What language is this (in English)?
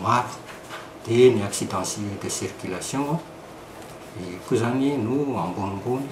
Malagasy